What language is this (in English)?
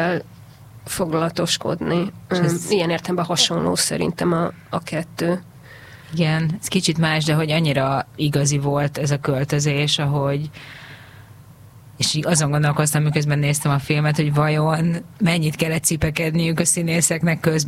Hungarian